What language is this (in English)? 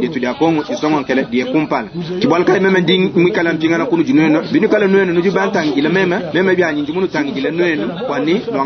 Luba-Lulua